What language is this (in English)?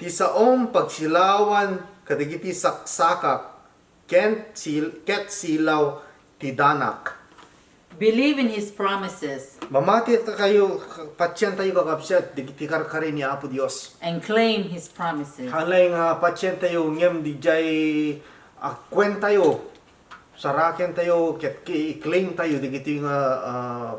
Iloko